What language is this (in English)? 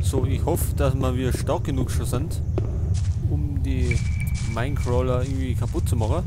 Bavarian